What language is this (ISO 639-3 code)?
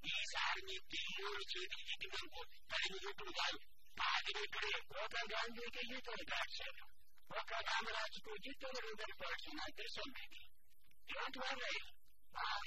tel